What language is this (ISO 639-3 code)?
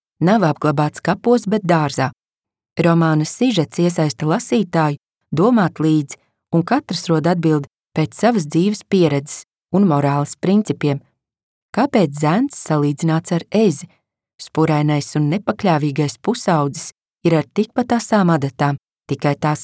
lav